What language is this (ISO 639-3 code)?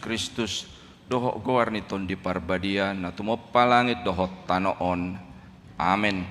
bbc